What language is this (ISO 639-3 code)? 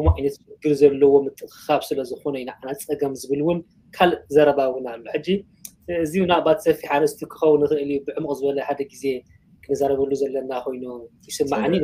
tir